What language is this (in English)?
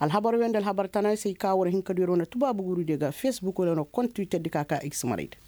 Koyraboro Senni